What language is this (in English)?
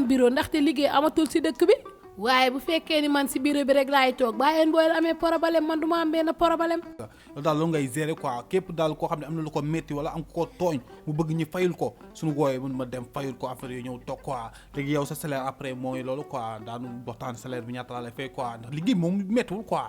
Wolof